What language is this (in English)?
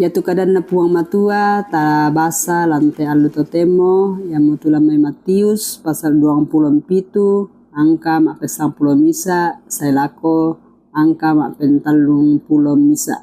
Toraja-Sa'dan